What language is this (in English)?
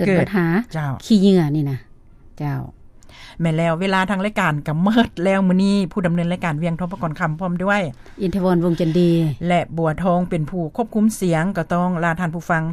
Lao